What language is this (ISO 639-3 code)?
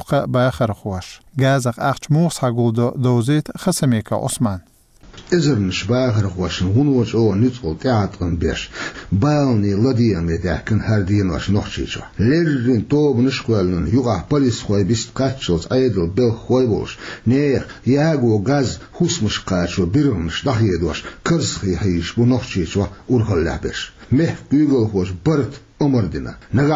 che